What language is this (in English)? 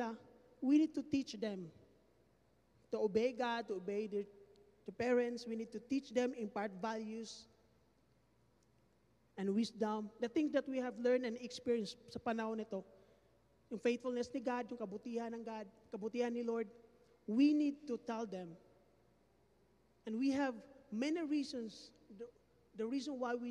Filipino